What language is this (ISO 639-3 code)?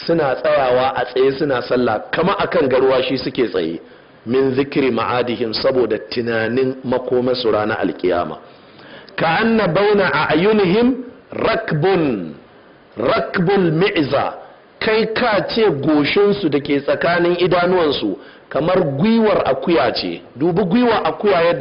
hau